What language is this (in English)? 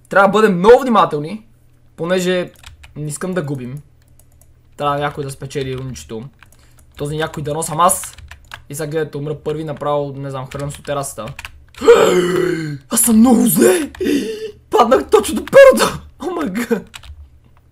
Bulgarian